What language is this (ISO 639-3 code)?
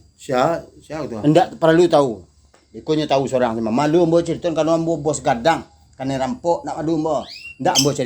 min